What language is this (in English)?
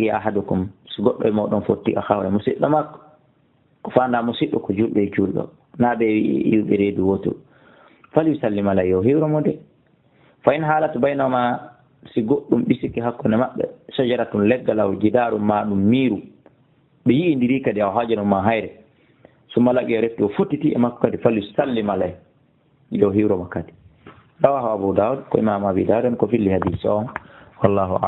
Fula